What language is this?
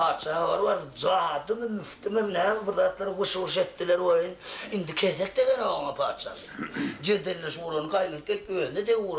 Turkmen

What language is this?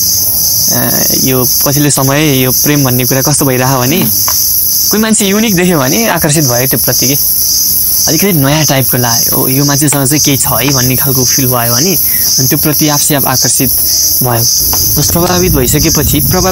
Nepali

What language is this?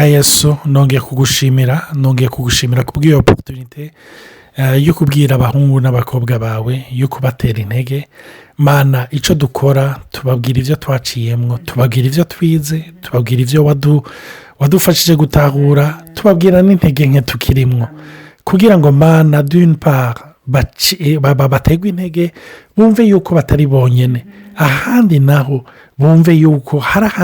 Rundi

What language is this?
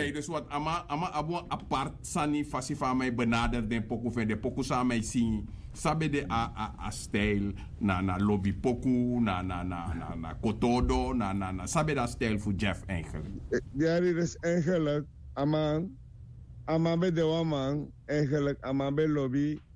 Sranan Tongo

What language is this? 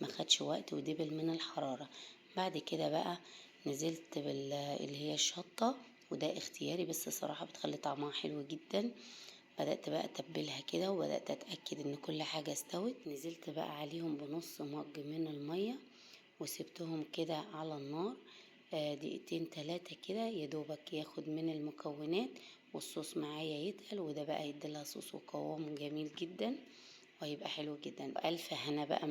Egyptian Arabic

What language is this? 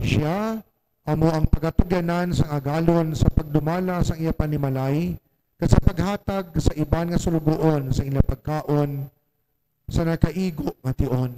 Hiligaynon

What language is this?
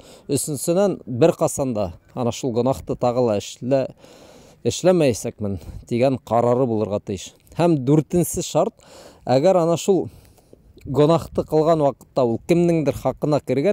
Bashkir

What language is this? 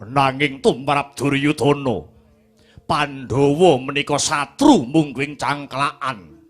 Javanese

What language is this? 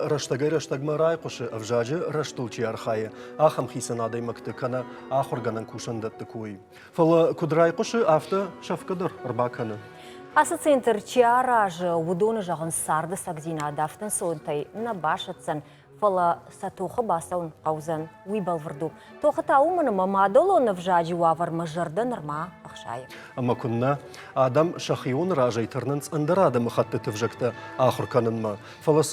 Ossetic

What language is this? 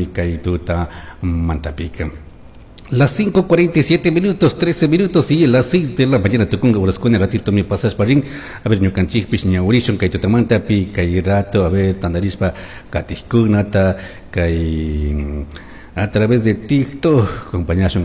Chimborazo Highland Quichua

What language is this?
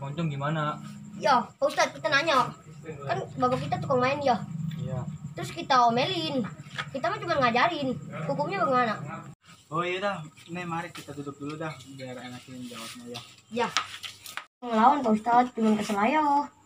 Betawi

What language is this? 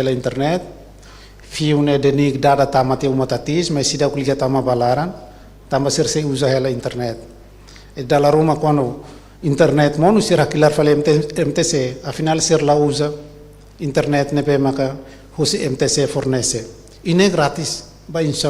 Tetum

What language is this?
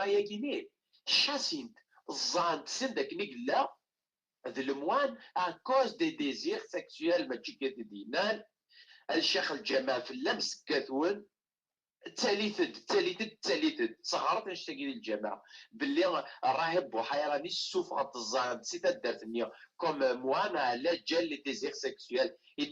Kabyle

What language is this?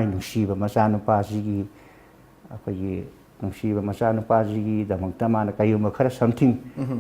Manipuri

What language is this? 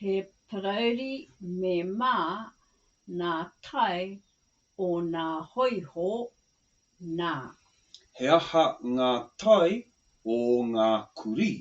Māori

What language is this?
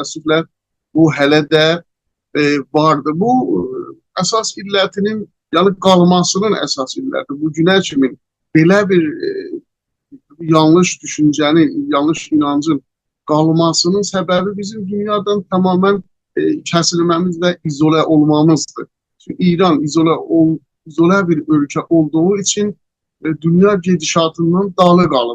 South Azerbaijani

